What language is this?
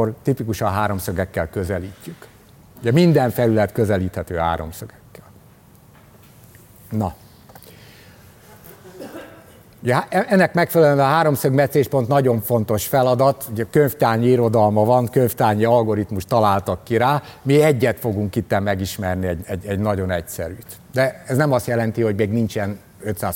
Hungarian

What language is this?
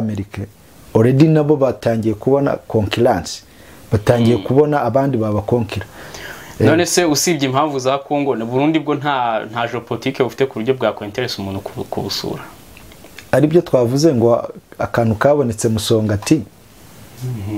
Kinyarwanda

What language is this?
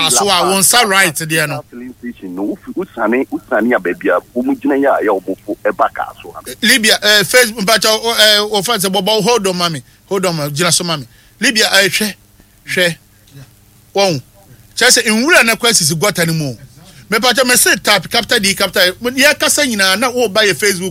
Akan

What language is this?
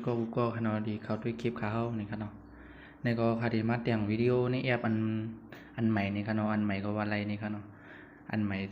Shan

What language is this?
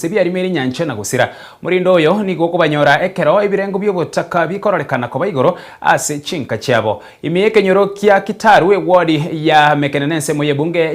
Gusii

